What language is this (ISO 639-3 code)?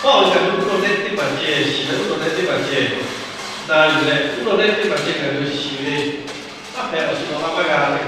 lhu